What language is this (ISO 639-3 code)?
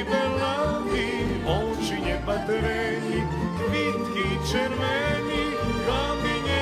rue